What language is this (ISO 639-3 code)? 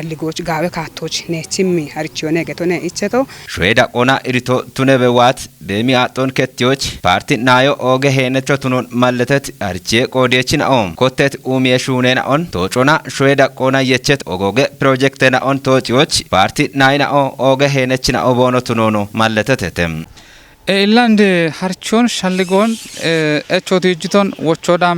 kbr